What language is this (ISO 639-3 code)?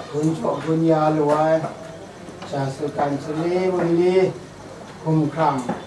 kac